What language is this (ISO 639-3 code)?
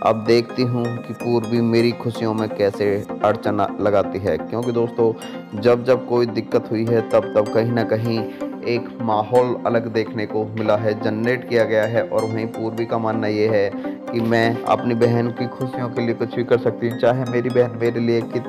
hin